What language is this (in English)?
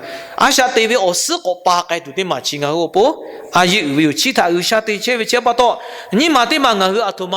Lahu